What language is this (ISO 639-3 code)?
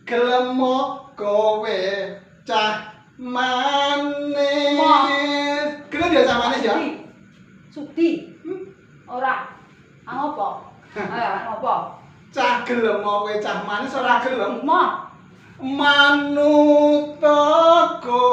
jav